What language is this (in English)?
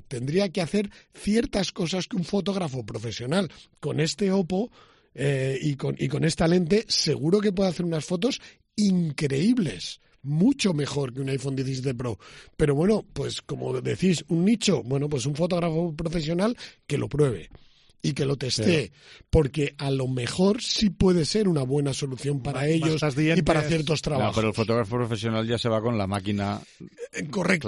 Spanish